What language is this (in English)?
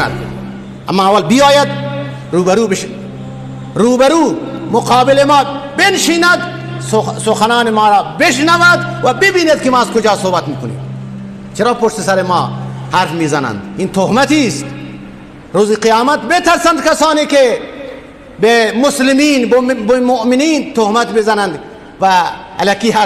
Persian